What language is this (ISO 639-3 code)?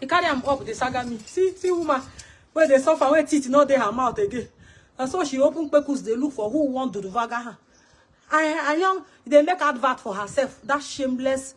pcm